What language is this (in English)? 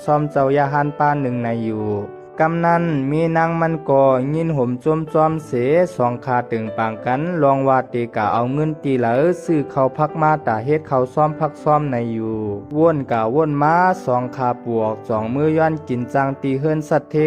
Shan